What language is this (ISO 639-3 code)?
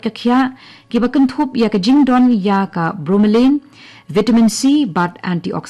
kha